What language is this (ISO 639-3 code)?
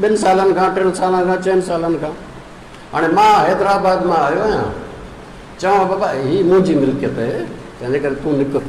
snd